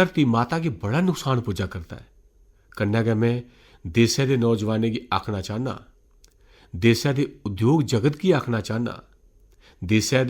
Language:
Dogri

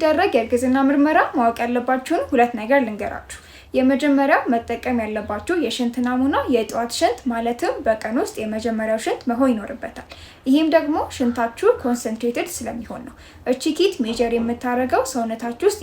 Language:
Amharic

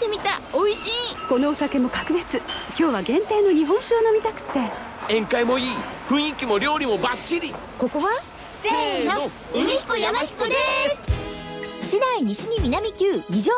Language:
Japanese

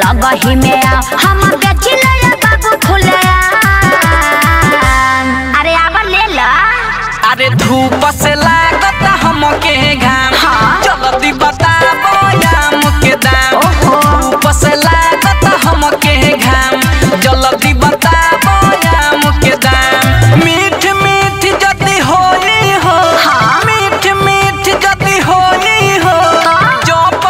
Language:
Bhojpuri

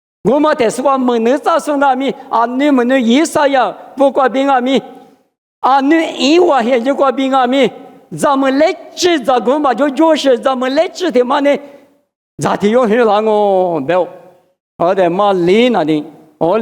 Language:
Lisu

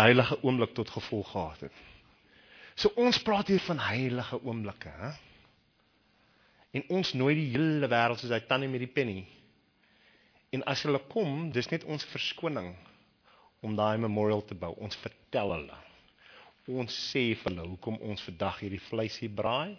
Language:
Afrikaans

